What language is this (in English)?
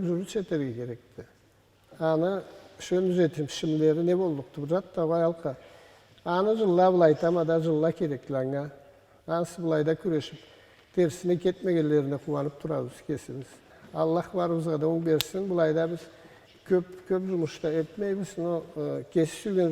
Karachay-Balkar